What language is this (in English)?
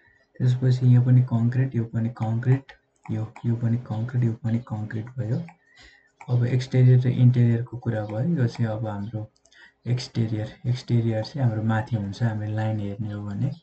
Nepali